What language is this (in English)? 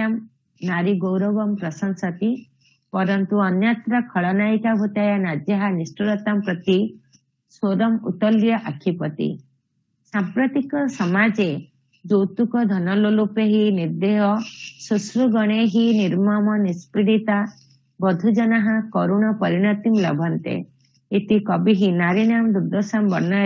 Sanskrit